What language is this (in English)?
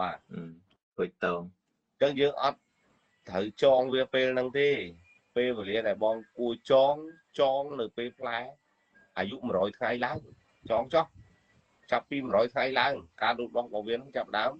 Khmer